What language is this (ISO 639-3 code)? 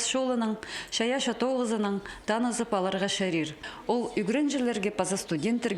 kjh